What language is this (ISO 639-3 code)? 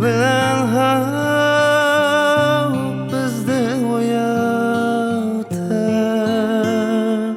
kaa